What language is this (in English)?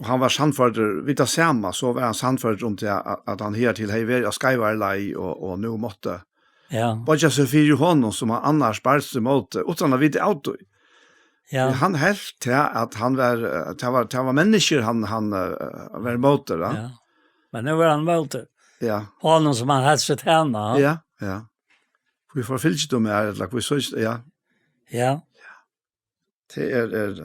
Faroese